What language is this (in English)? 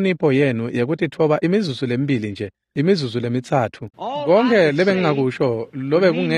Swati